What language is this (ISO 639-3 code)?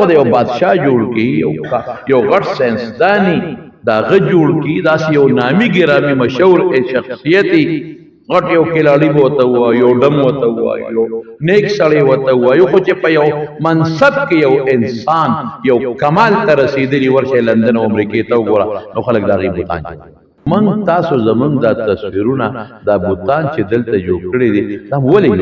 pus